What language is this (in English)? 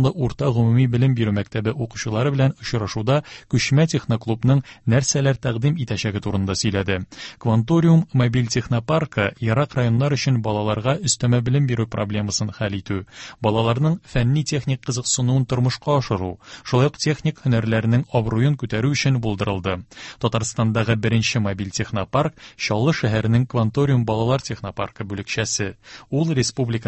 Tatar